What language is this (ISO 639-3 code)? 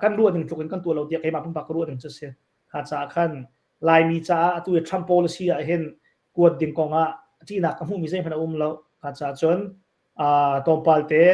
cnh